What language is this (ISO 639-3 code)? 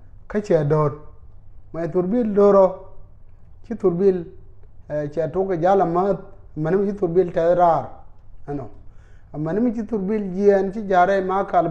nus